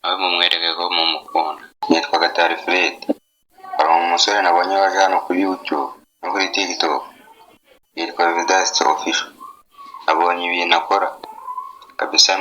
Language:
Kinyarwanda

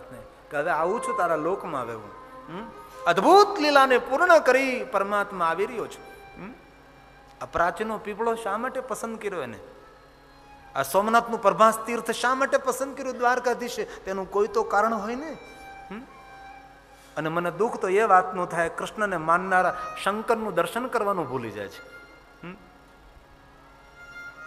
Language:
Gujarati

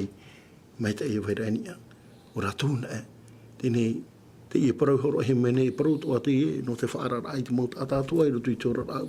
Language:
Tahitian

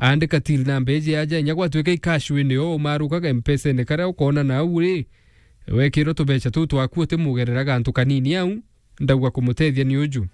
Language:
Meru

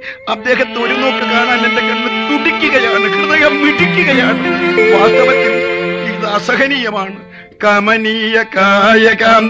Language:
Malayalam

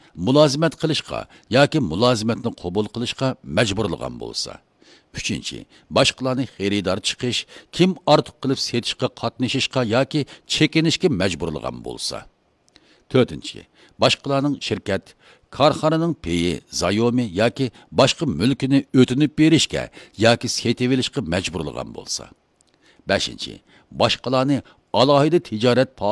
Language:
Uyghur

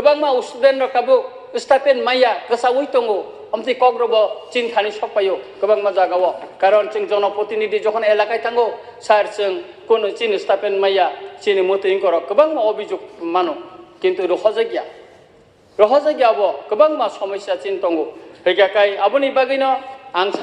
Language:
Kok Borok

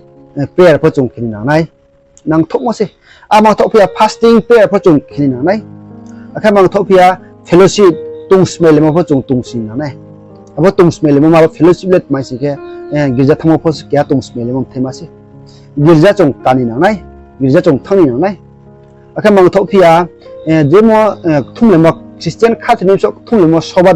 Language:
Riang (India)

